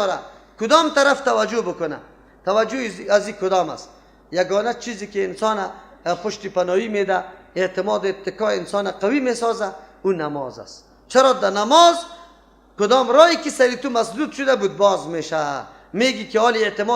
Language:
Persian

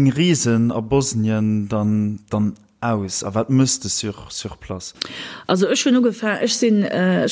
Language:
Luxembourgish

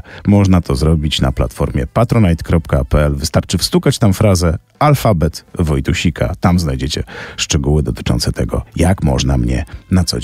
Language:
Polish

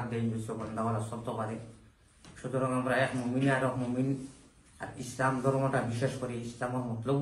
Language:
Sylheti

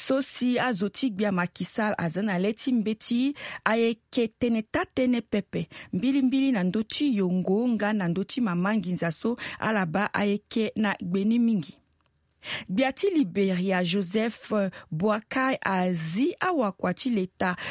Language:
Sango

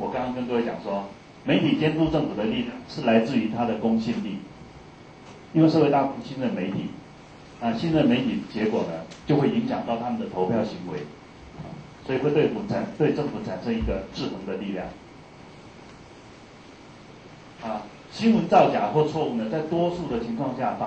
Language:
Chinese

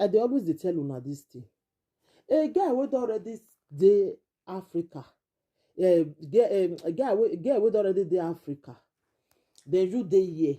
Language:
Nigerian Pidgin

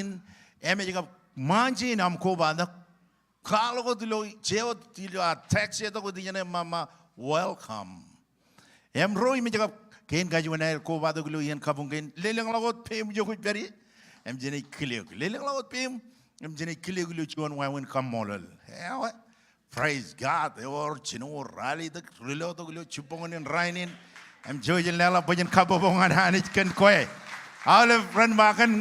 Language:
Marshallese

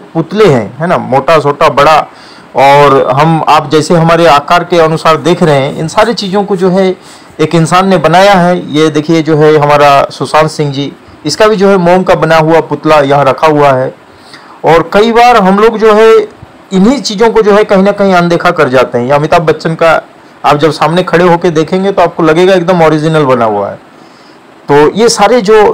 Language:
Hindi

